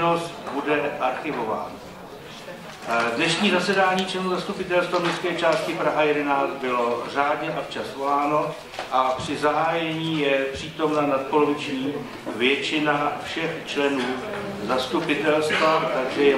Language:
Czech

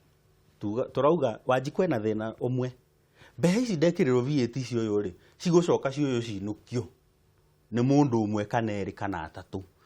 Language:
Kikuyu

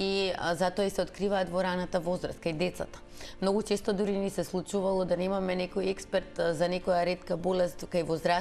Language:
Macedonian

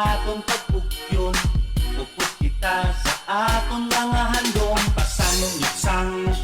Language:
Hiligaynon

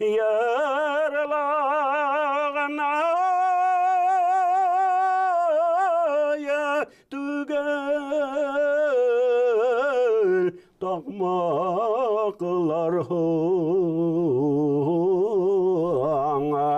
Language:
Bashkir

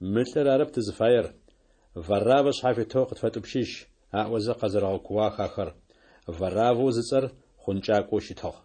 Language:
Adyghe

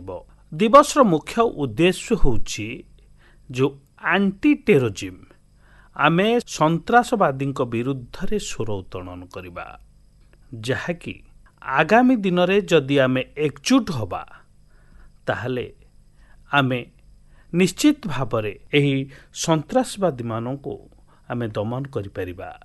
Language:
Odia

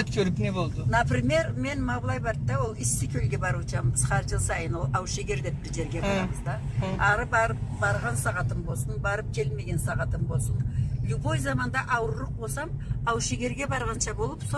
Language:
Karachay-Balkar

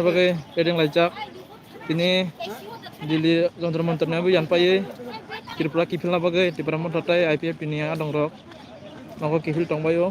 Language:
Kok Borok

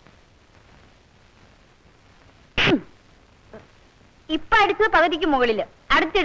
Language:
Malayalam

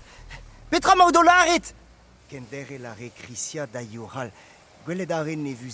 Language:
Breton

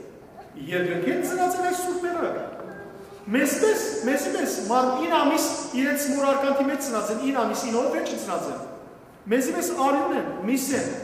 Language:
Western Armenian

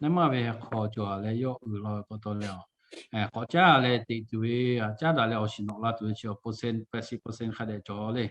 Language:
Lahu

